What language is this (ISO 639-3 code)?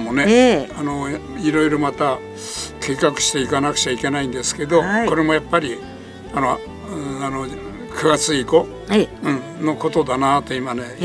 jpn